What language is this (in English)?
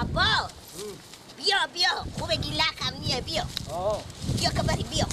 Persian